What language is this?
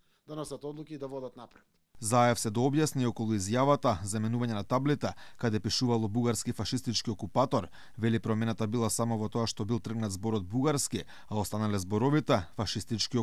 Macedonian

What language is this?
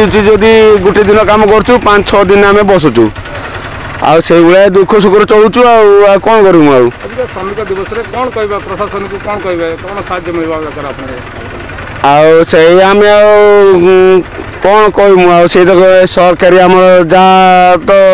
Odia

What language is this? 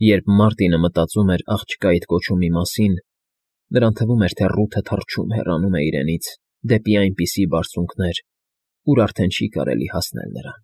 Armenian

